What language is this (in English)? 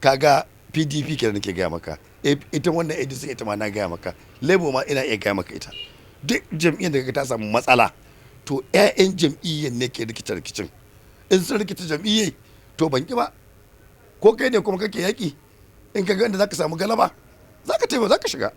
Hausa